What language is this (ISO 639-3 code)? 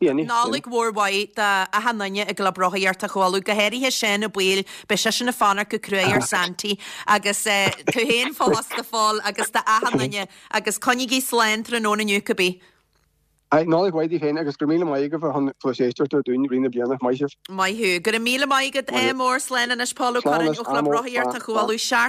gle